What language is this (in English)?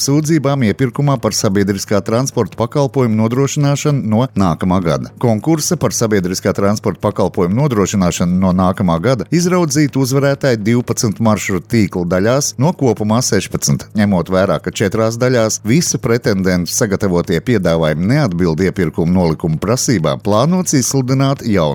Latvian